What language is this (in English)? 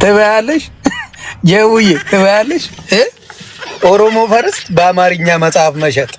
Amharic